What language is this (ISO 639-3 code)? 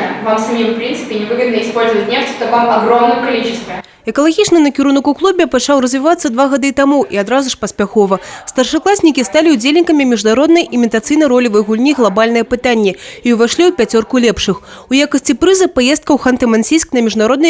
bel